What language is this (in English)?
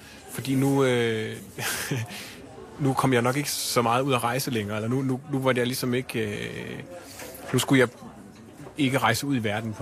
Danish